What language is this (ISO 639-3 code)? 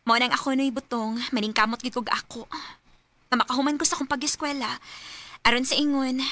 ceb